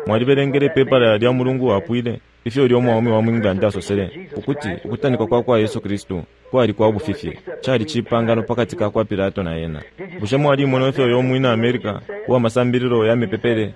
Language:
Bemba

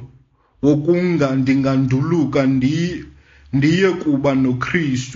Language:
Xhosa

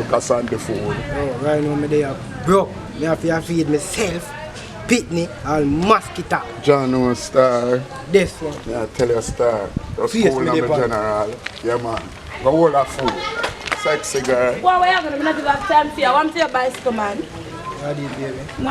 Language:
Jamaican Creole English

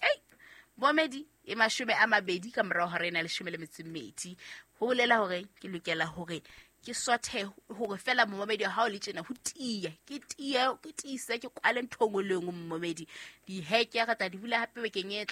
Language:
Southern Sotho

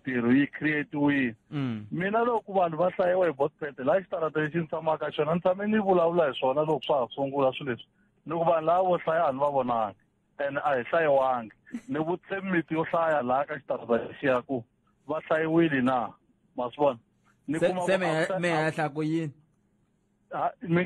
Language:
Tsonga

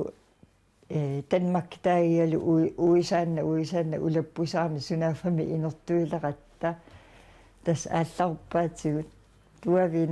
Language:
Kalaallisut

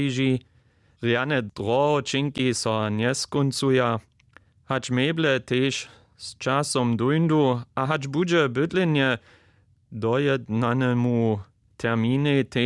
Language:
Upper Sorbian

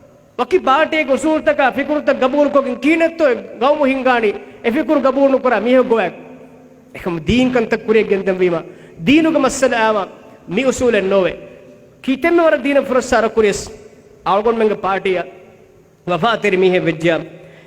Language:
Divehi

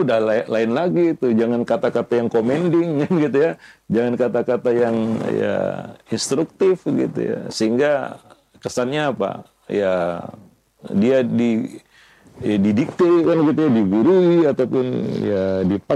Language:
Indonesian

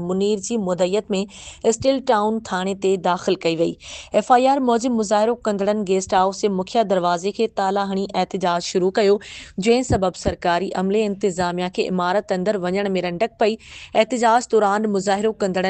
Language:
Sindhi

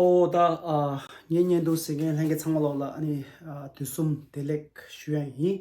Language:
Tibetan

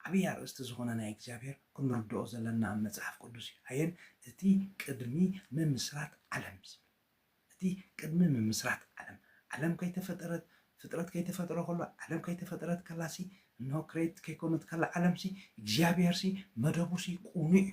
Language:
Tigrinya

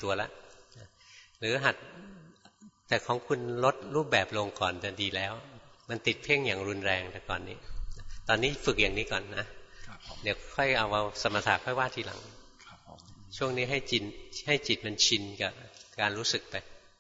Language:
Thai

